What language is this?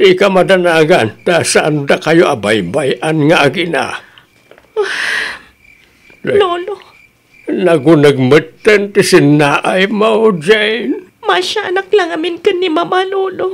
Iloko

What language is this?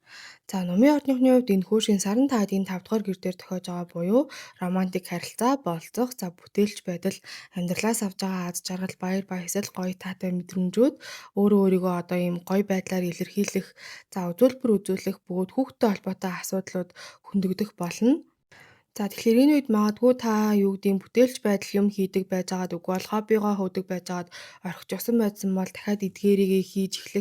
Mongolian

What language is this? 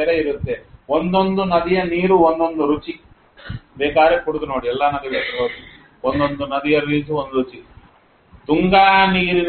Kannada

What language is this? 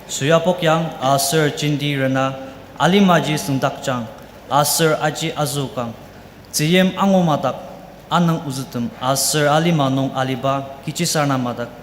Ao Naga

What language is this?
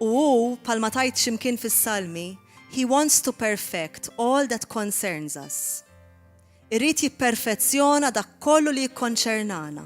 Maltese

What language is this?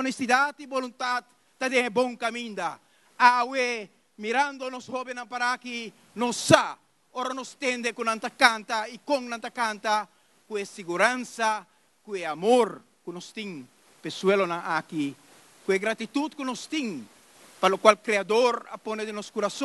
Papiamento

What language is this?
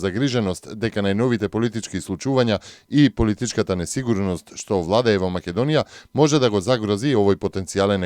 Macedonian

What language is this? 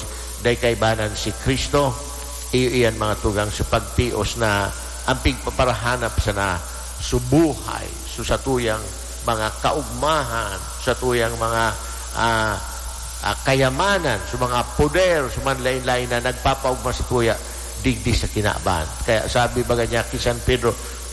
Bikol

